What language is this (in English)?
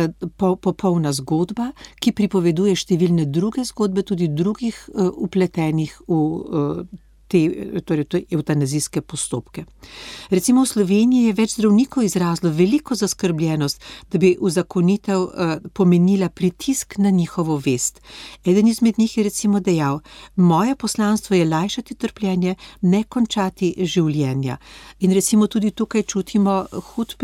Slovenian